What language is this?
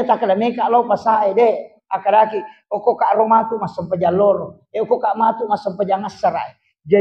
Buginese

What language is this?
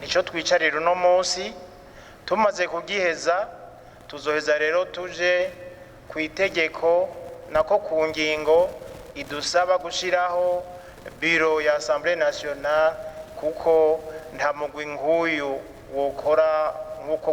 Rundi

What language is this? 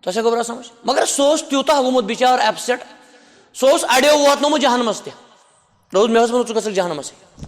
Kashmiri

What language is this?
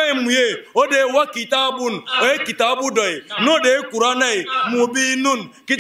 Bambara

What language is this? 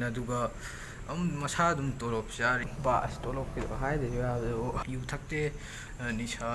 Manipuri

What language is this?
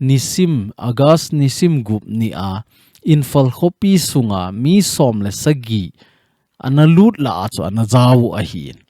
Thado Chin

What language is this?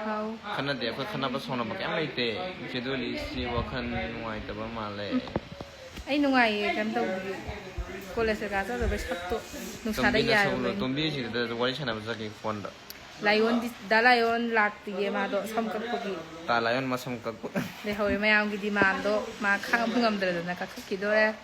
Manipuri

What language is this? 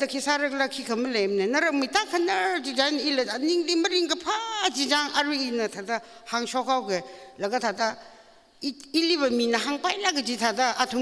Tangkhul Naga (India)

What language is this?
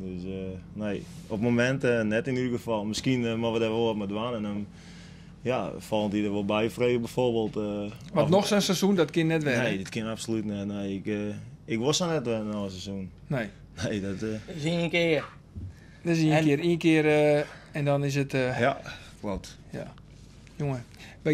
Western Frisian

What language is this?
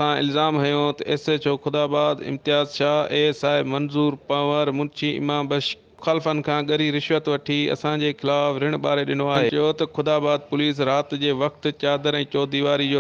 Sindhi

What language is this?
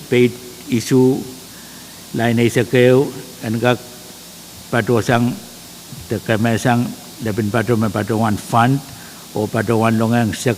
Pohnpeian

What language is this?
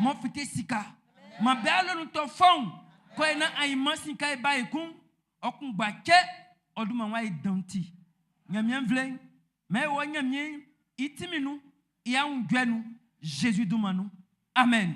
Baoulé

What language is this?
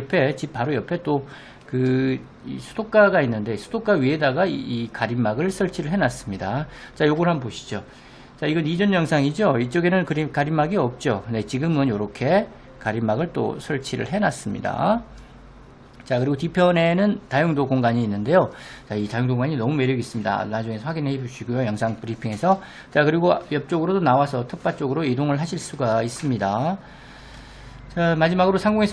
Korean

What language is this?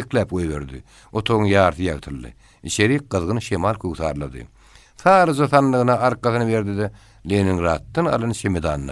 Turkmen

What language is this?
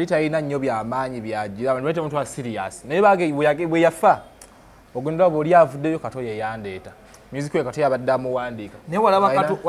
Ganda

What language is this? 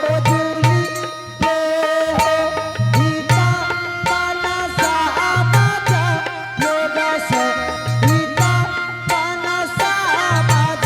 Angika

